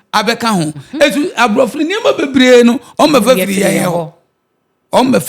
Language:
Akan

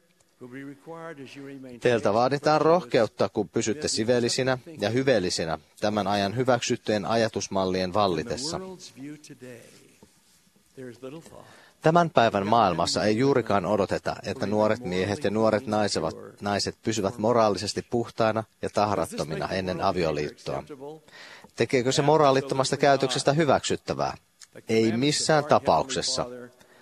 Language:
Finnish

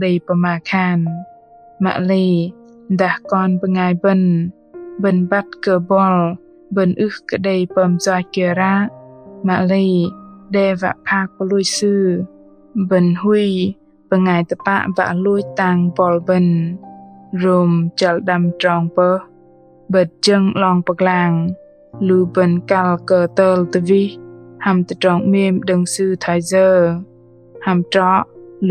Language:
Bahnar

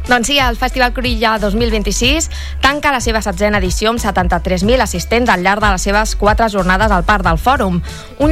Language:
Catalan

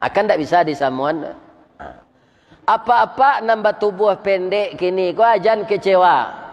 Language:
Minangkabau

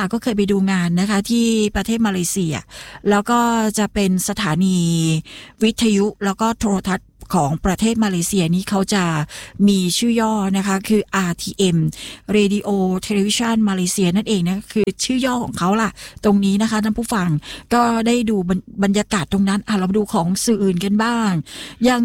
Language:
Thai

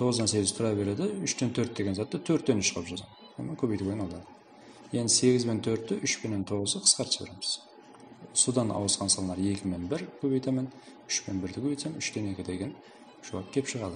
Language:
Kara-Kalpak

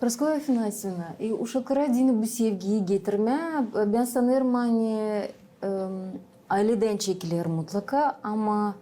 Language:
Gagauz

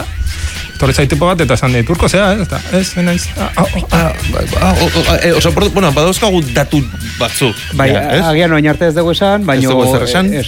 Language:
Basque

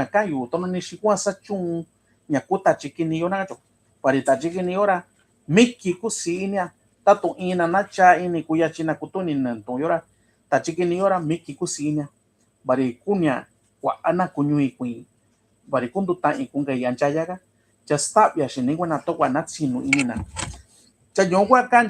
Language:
Mixtepec Mixtec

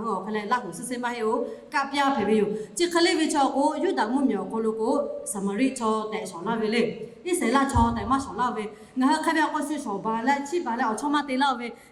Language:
Lahu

